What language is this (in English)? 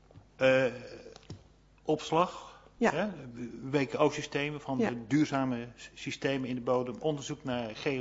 Dutch